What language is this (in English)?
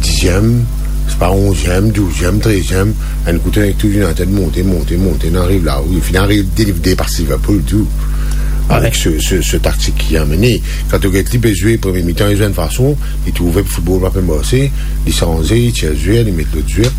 Morisyen